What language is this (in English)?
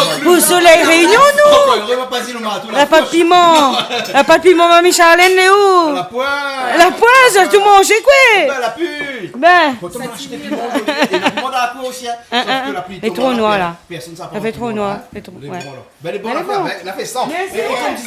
Réunion Creole French